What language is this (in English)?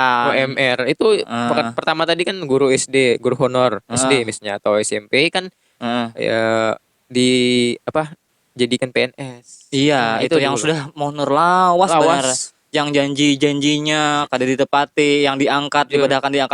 Banjar